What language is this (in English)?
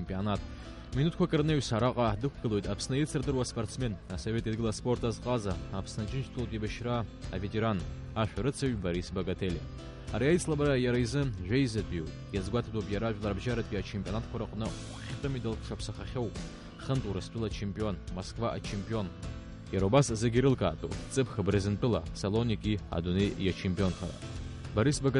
Abkhazian